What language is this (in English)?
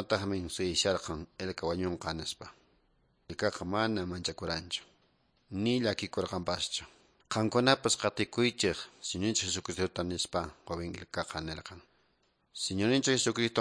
Quechua